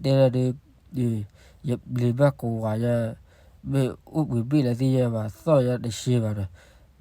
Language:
S'gaw Karen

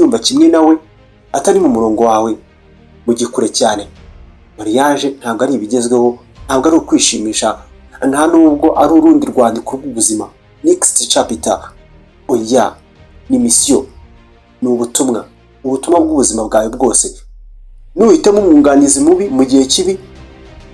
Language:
Kinyarwanda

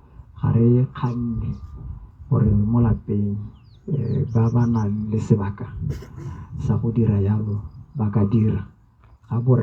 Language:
Tswana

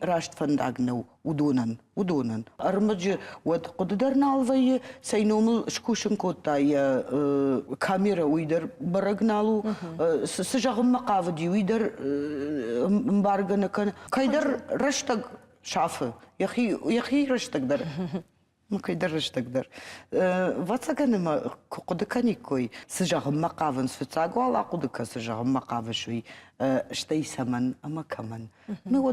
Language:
Ossetic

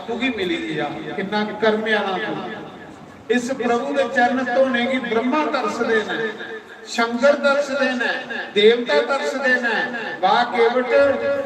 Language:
Dogri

